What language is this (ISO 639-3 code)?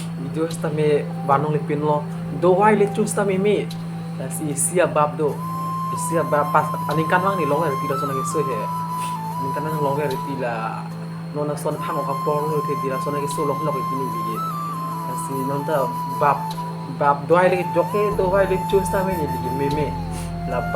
mjw